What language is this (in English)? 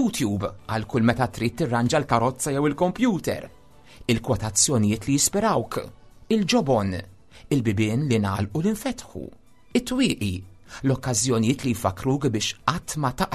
Maltese